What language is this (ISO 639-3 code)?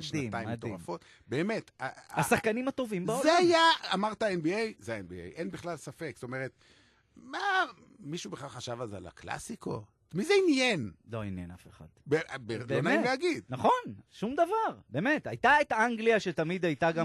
heb